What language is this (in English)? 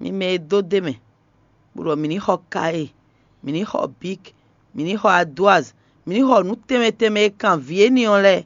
Fon